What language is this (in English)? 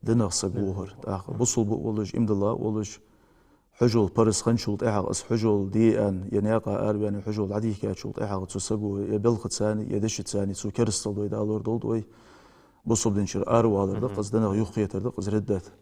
Ingush